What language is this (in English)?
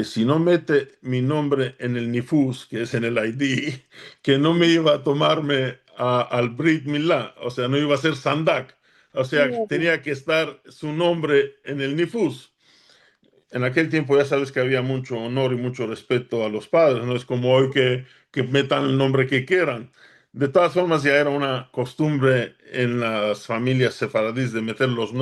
Ladino